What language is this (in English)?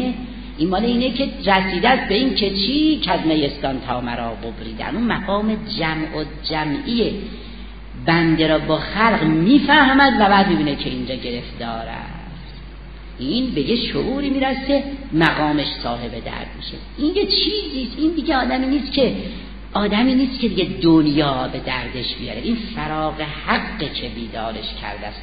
Persian